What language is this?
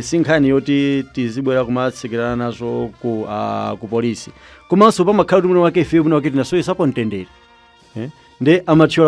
Nyanja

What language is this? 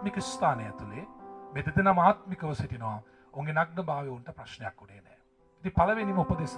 Sinhala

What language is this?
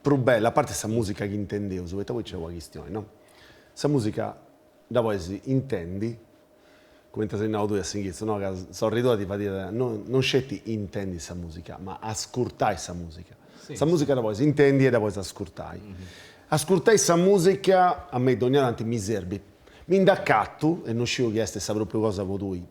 Sardinian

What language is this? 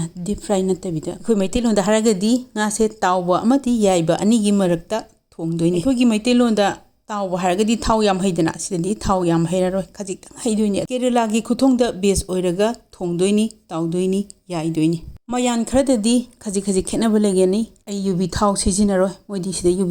Manipuri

